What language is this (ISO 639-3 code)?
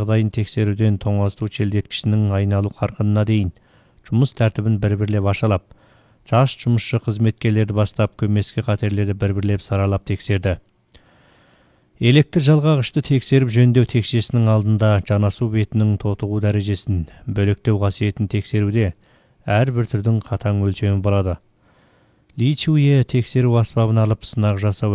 kaz